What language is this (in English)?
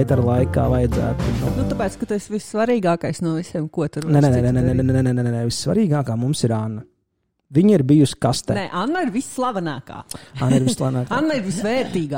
Latvian